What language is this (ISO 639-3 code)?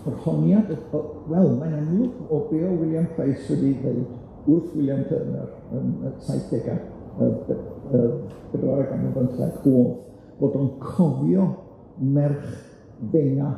cym